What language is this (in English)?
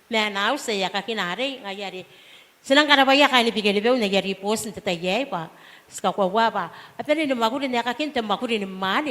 Gilbertese